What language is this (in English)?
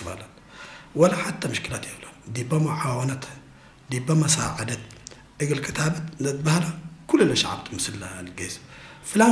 Tigre